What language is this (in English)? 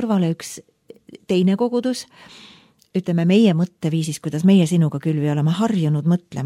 Estonian